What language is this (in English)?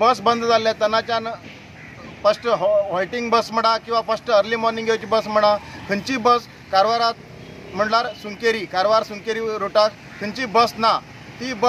Konkani